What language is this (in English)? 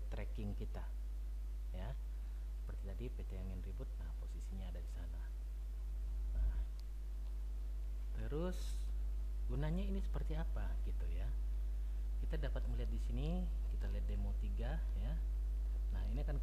Indonesian